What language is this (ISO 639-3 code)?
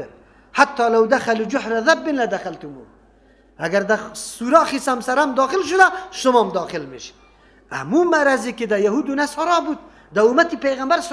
fas